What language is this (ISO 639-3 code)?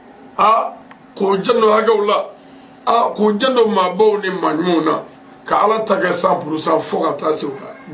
bam